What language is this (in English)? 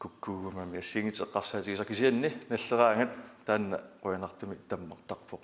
Kalaallisut